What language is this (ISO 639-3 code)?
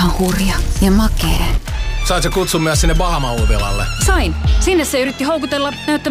fin